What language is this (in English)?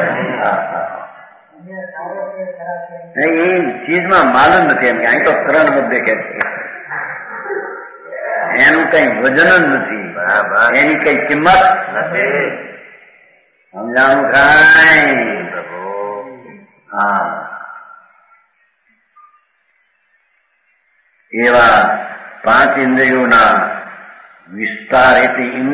Gujarati